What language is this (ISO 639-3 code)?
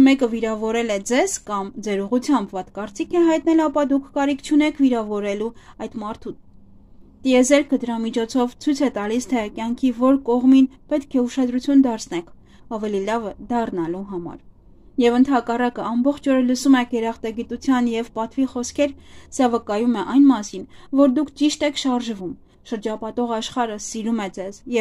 hye